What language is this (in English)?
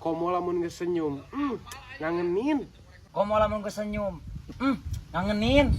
Sundanese